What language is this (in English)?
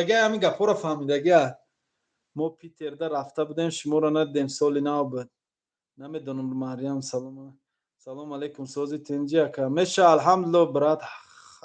Tajik